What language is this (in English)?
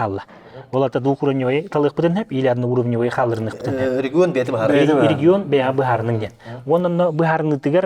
Yakut